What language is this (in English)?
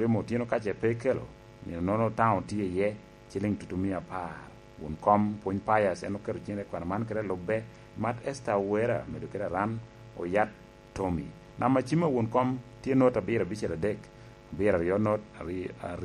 Lango (Uganda)